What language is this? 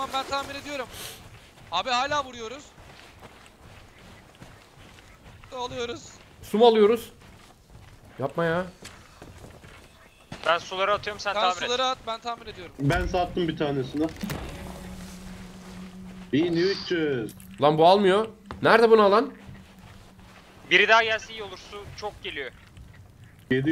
Turkish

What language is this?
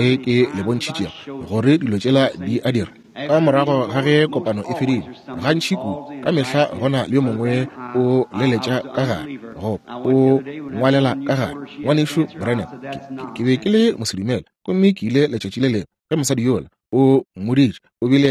Northern Sotho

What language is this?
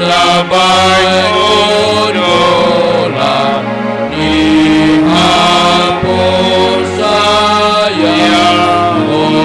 Batak Simalungun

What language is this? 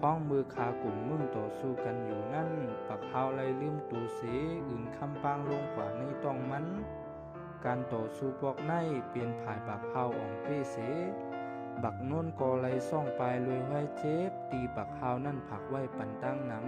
Shan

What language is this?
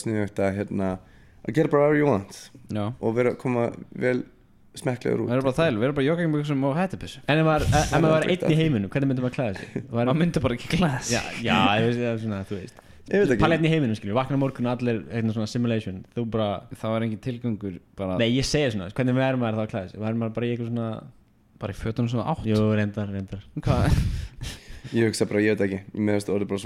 Icelandic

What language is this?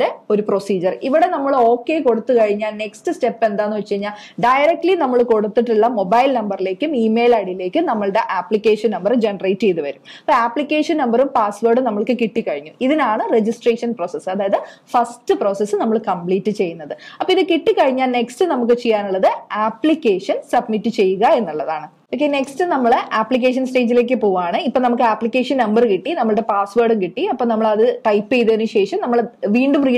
Malayalam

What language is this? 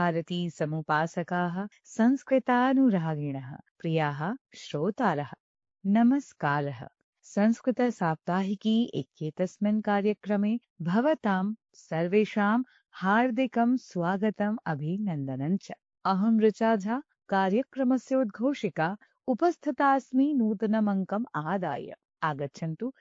Sanskrit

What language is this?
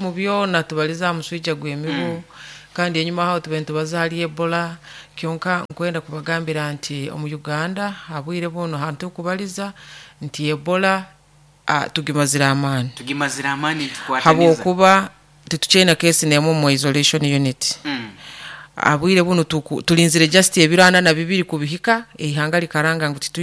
Nyoro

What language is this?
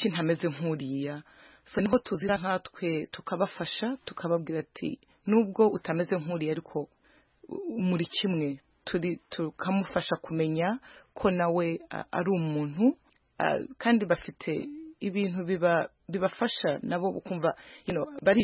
Kinyarwanda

